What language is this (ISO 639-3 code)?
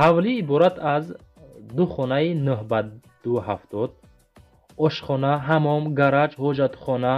tgk